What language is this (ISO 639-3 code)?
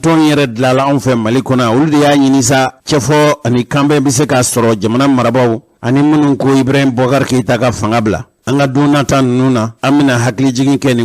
bam